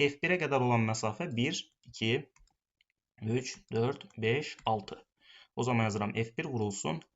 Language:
Azerbaijani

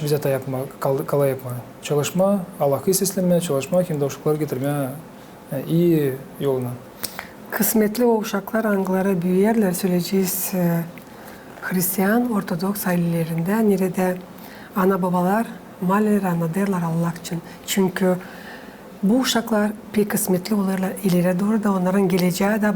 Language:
Gagauz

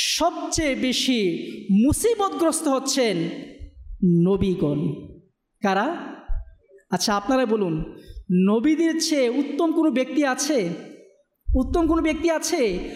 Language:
Bangla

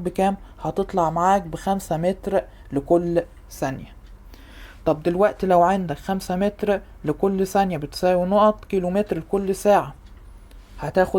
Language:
Egyptian Arabic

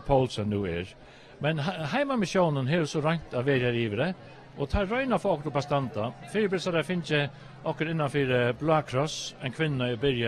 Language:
Faroese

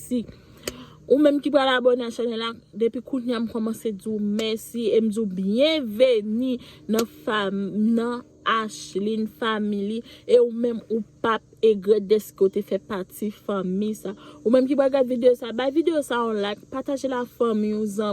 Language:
Haitian Creole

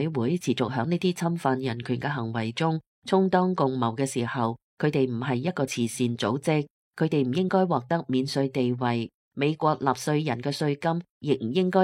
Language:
Cantonese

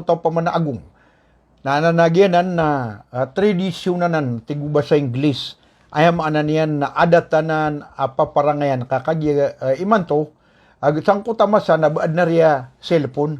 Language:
Maranao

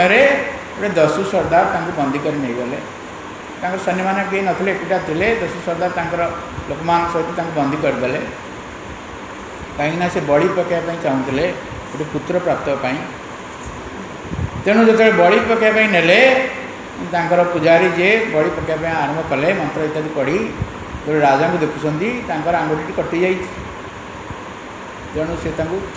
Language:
Odia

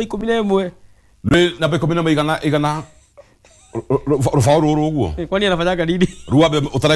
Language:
Kikuyu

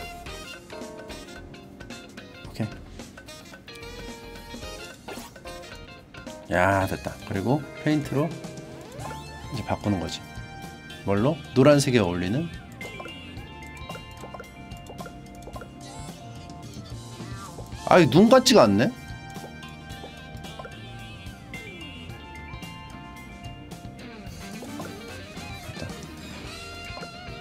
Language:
Korean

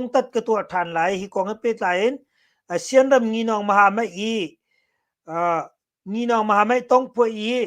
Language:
Hakha Chin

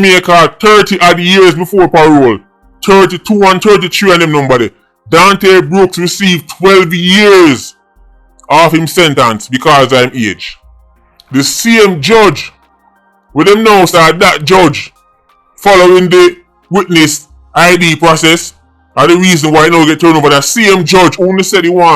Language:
Jamaican Creole English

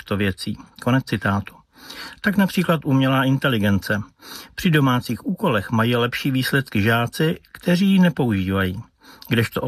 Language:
Czech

